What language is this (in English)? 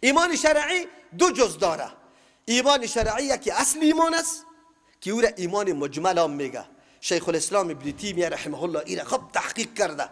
Persian